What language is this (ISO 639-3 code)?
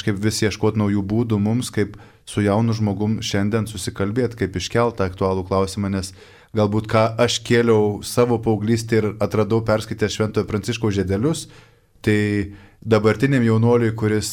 lit